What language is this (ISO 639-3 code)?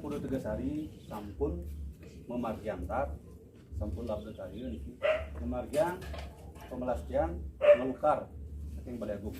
ban